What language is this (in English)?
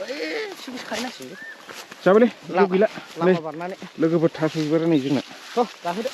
Bodo